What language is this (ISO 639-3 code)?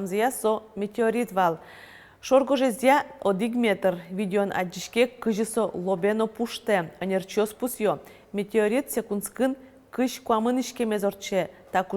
udm